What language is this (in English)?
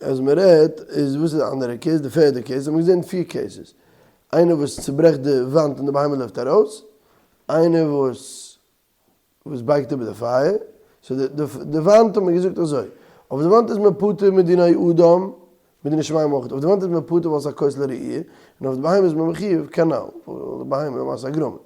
Yiddish